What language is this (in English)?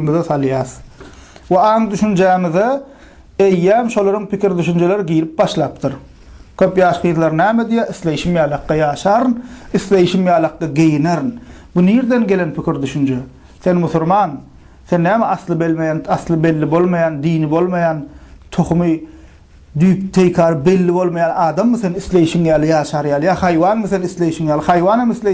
Turkmen